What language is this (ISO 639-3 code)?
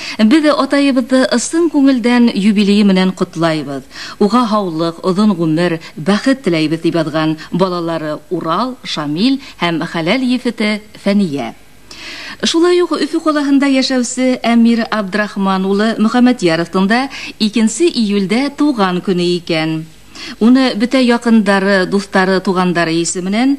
bak